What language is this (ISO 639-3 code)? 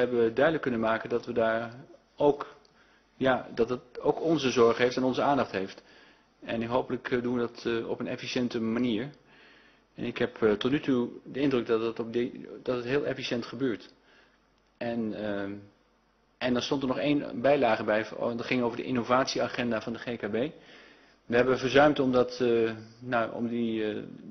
nld